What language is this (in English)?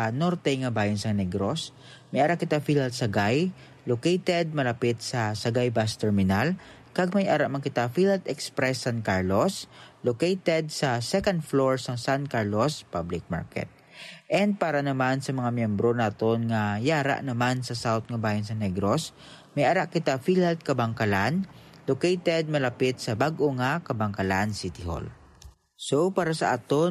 Hiligaynon